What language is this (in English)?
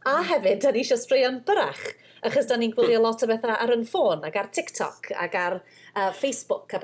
Welsh